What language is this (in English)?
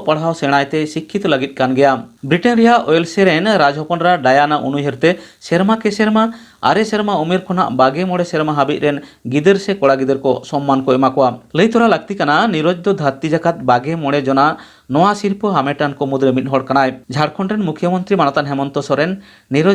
Santali